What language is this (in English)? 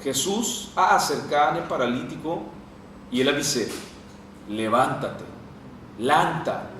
Papiamento